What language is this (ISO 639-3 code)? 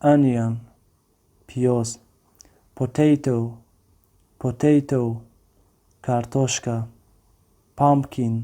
tgk